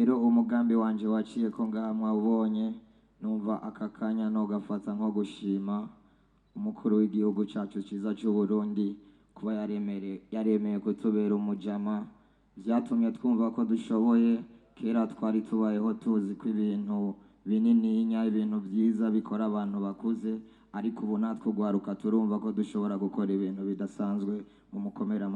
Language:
Rundi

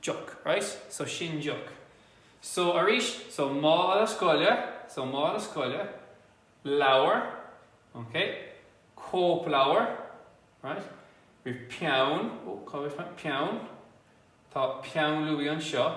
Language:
Irish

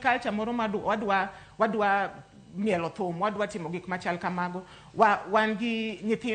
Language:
Luo (Kenya and Tanzania)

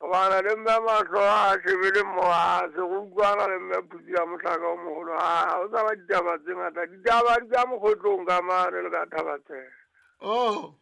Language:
Southern Sotho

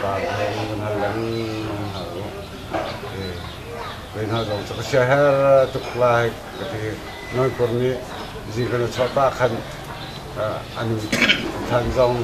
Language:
Hakha Chin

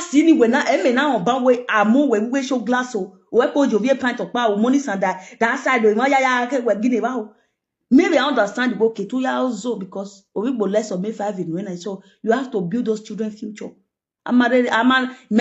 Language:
Nigerian Pidgin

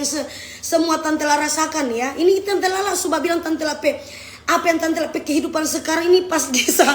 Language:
Manado Malay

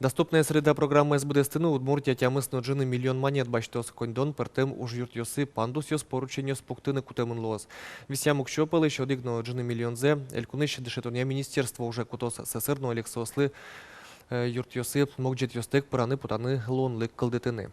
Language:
Udmurt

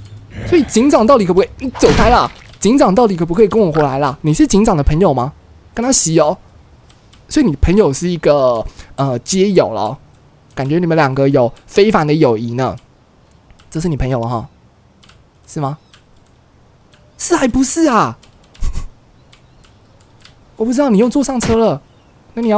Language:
Chinese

